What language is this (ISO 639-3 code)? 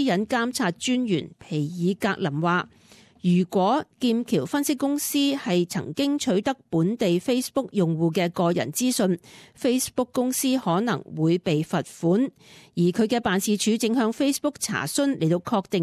yue